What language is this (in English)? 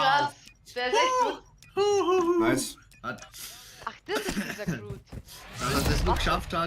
Bavarian